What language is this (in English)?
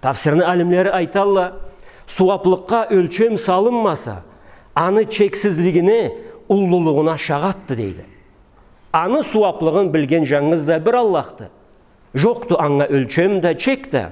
Karachay-Balkar